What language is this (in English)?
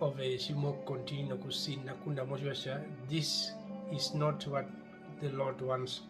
Herero